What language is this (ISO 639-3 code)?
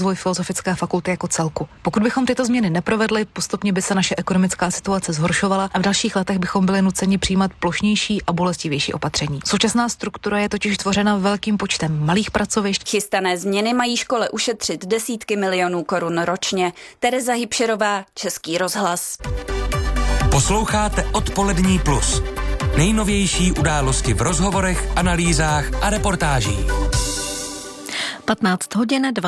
ces